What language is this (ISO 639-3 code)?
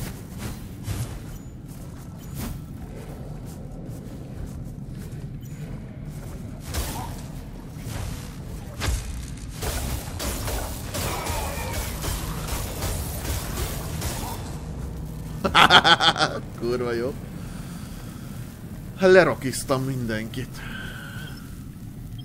hun